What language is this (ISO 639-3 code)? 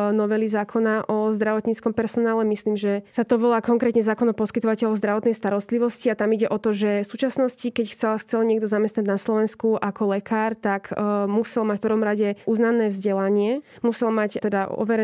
slk